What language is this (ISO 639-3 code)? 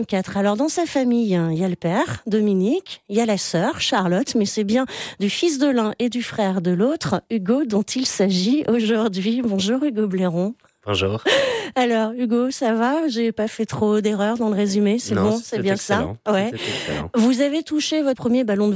fra